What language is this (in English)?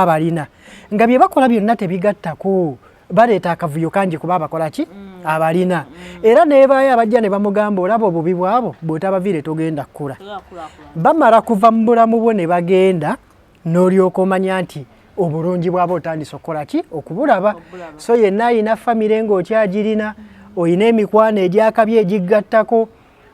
Ganda